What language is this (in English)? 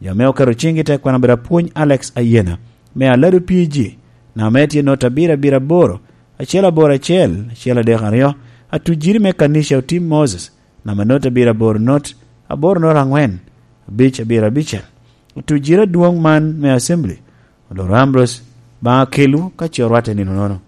Lango (Uganda)